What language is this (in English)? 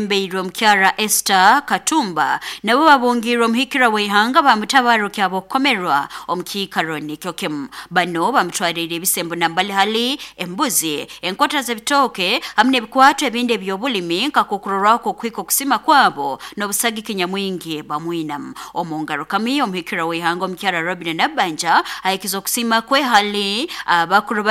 Nyoro